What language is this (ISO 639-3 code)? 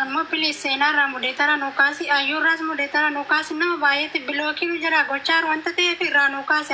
orm